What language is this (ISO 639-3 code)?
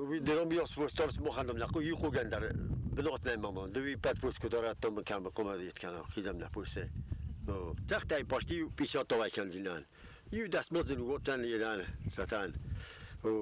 oss